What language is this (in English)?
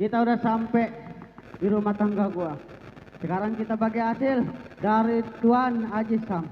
Betawi